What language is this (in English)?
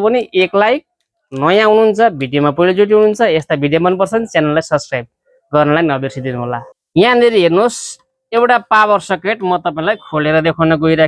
Nepali